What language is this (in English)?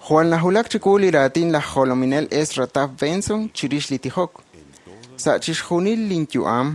Kekchí